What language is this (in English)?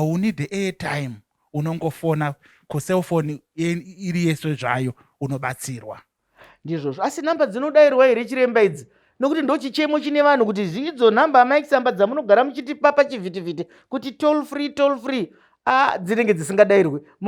Shona